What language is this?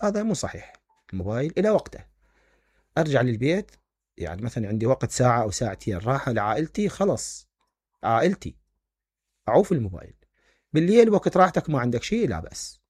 Mesopotamian Arabic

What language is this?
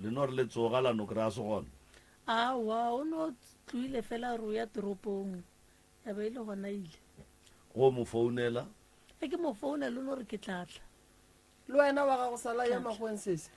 Northern Sotho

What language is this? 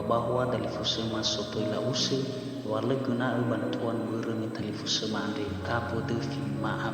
Nias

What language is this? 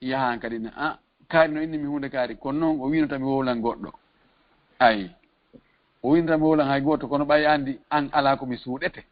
Fula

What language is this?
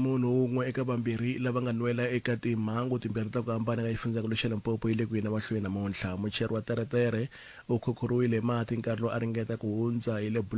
Tsonga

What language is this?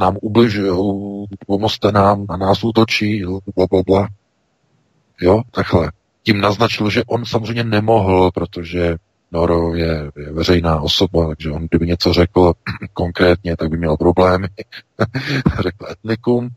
Czech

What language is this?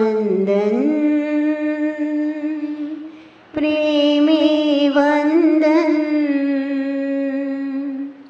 Gujarati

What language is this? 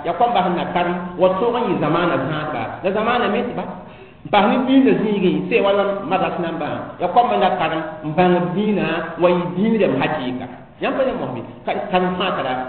Mossi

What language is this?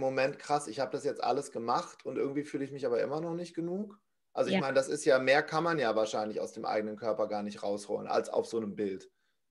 German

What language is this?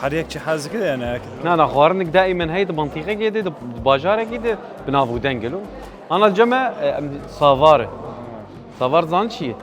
Kurdish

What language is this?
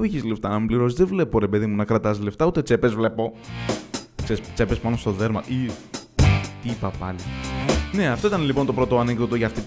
Greek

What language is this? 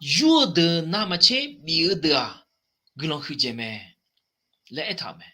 Akha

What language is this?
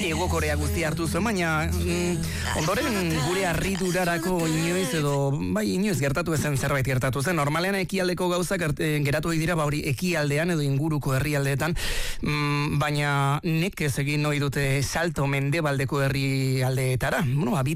Basque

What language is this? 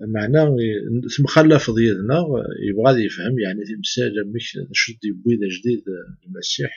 Kabyle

